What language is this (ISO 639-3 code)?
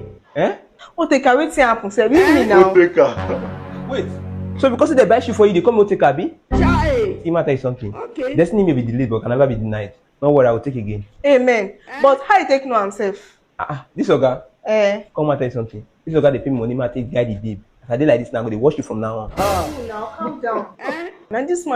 pcm